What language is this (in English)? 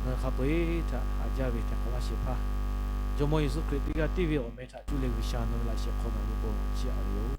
Lahu